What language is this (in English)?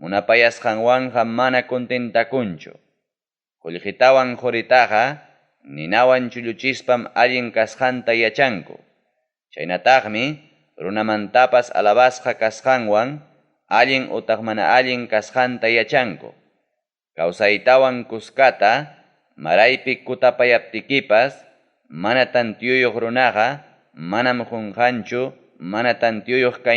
Ayacucho Quechua